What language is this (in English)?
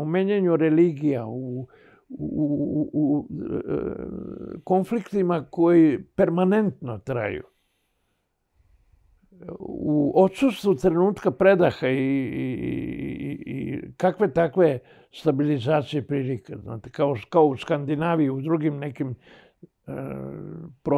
Serbian